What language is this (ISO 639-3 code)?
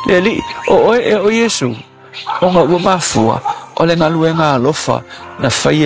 smo